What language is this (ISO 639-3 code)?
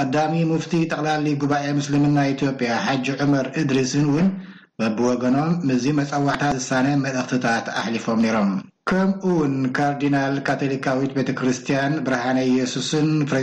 tir